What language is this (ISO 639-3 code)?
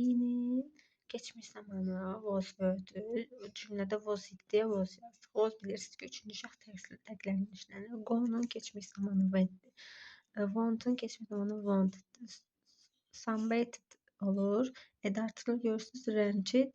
aze